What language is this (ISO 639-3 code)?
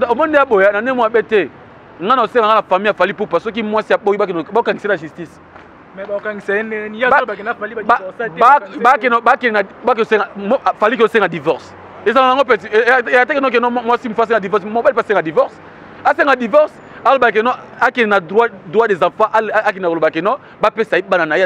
lin